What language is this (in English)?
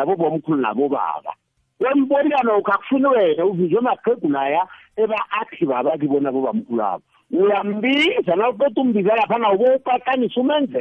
South Ndebele